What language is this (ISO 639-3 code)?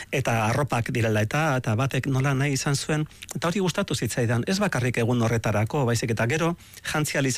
eus